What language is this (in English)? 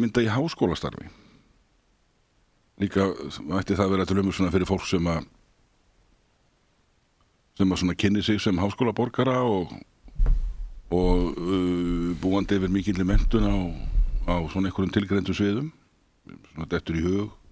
Icelandic